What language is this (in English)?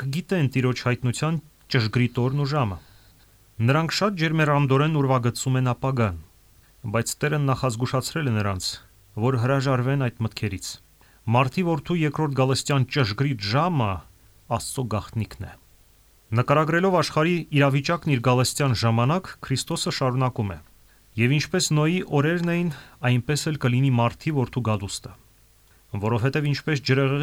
Armenian